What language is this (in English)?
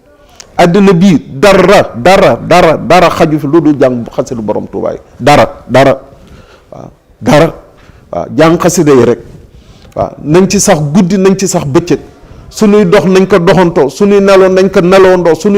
Wolof